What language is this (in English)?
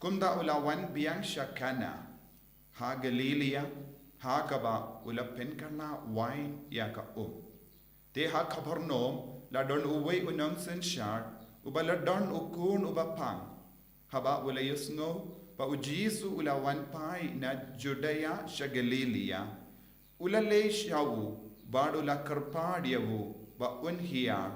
Khasi